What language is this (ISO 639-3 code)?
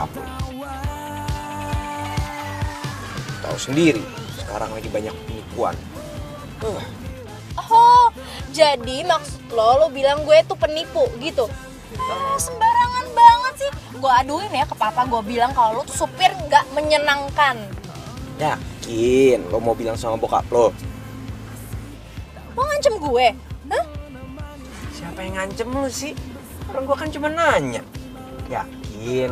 ind